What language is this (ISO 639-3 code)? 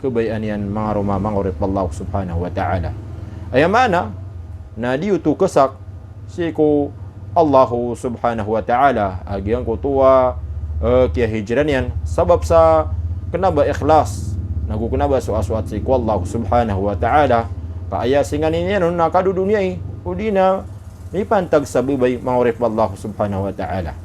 mrw